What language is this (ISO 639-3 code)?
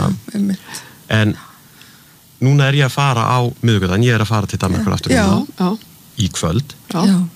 isl